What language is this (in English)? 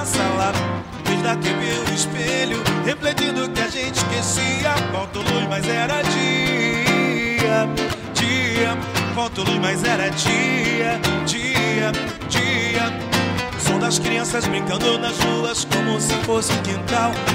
Portuguese